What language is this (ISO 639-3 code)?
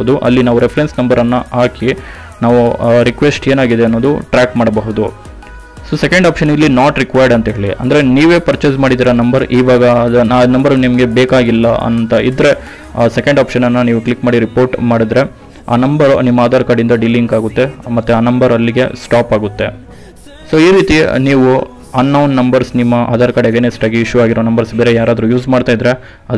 kan